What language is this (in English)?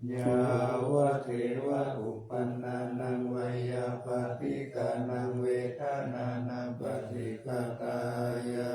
Pali